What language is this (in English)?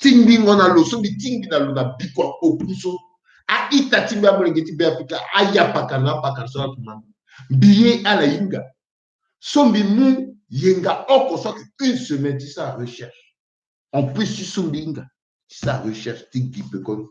Sango